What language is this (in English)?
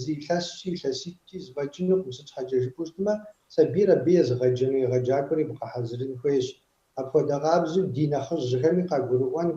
Kabardian